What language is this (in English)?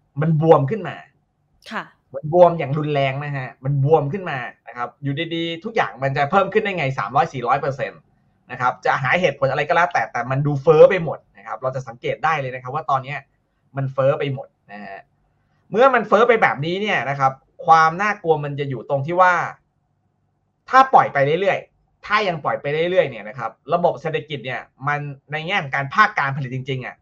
Thai